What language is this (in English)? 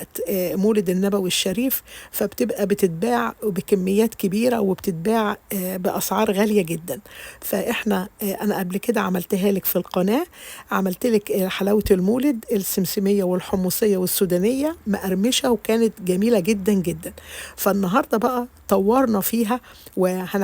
Egyptian Arabic